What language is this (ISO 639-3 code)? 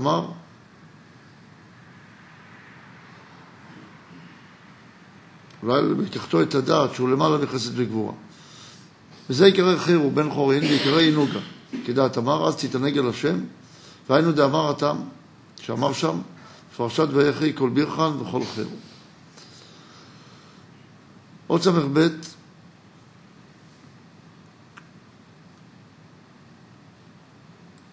heb